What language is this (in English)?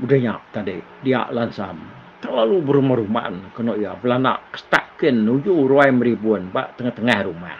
Iban